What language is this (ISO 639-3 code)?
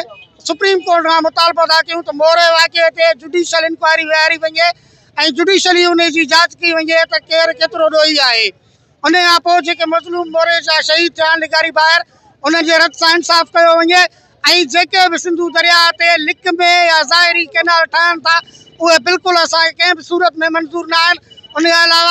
snd